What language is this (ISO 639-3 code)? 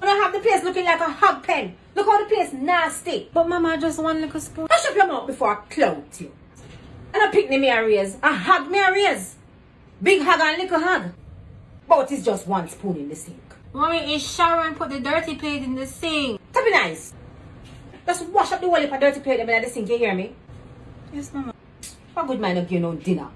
jam